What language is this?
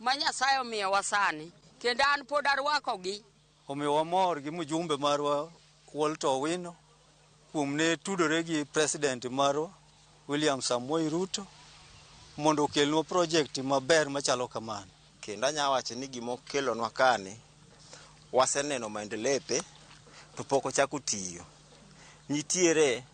Luo (Kenya and Tanzania)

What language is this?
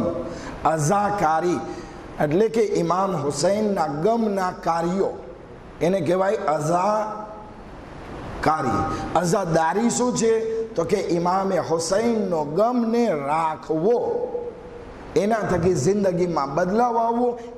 Gujarati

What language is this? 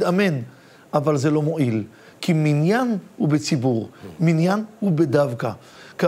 Hebrew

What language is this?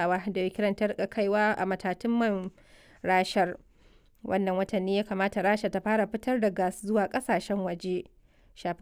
Hausa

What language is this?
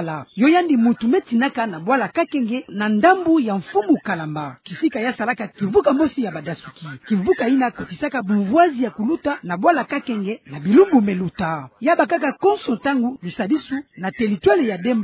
Kituba (Democratic Republic of Congo)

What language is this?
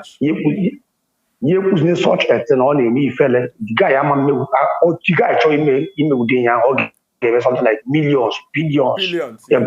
Igbo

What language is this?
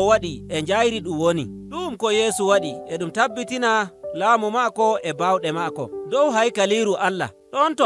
Nigerian Fulfulde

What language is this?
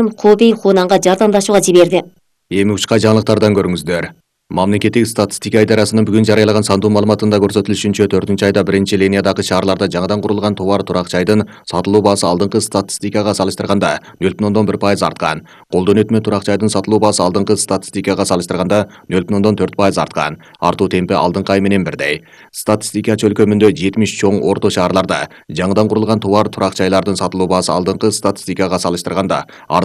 Kyrgyz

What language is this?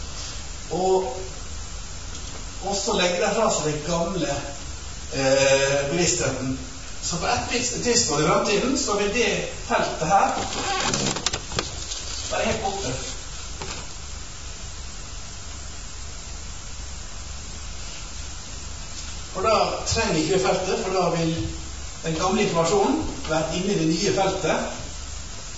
Norwegian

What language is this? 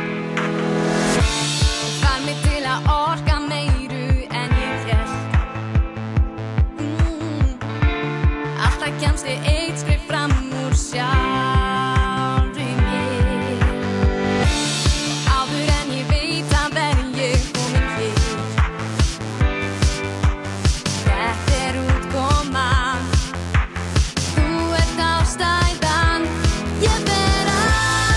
Icelandic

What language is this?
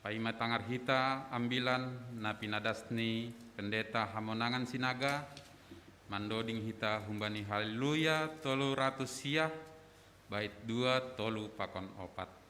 Batak Simalungun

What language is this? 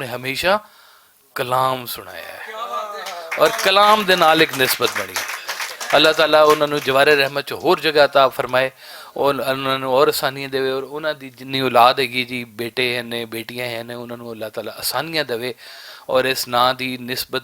Western Panjabi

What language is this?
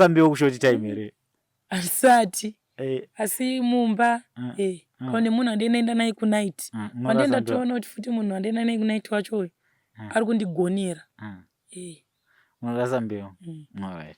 Shona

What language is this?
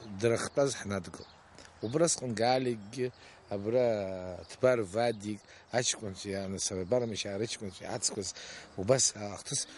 Abkhazian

